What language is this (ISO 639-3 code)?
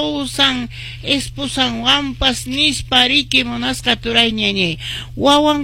que